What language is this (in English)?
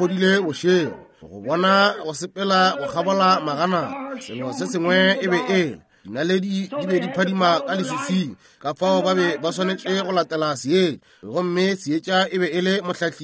Northern Sotho